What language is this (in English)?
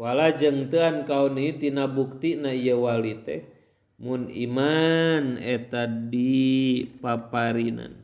Sundanese